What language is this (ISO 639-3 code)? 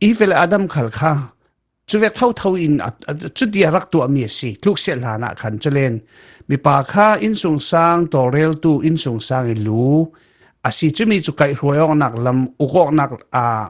cfm